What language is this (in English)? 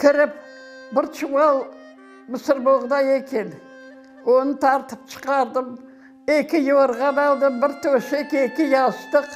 Crimean Tatar